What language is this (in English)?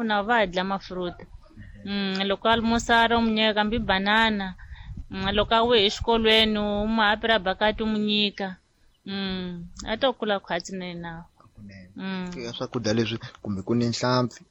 Tsonga